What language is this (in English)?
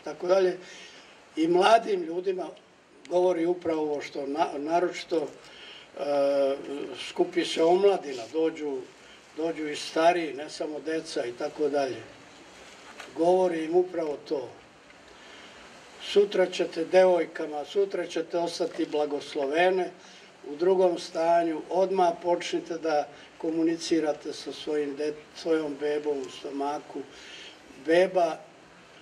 Serbian